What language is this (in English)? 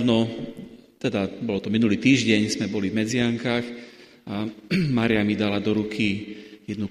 Slovak